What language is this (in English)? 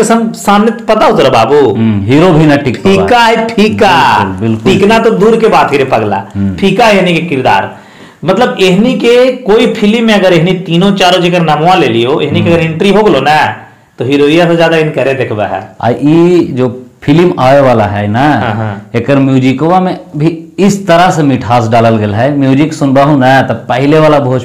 Bhojpuri